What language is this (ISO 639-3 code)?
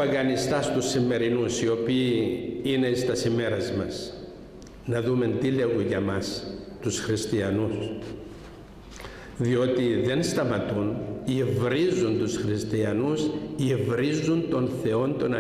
ell